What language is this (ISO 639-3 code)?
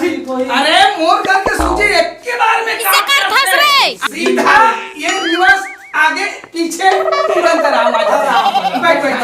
hne